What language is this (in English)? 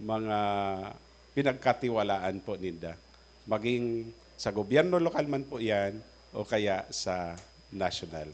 Bikol